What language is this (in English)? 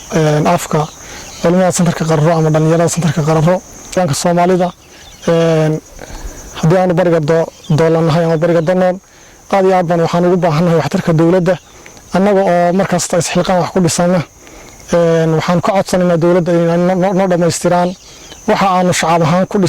Somali